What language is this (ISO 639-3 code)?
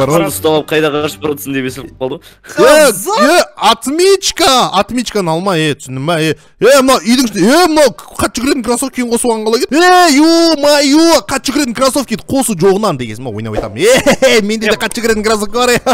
kaz